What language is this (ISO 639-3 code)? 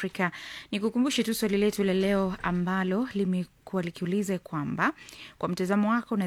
swa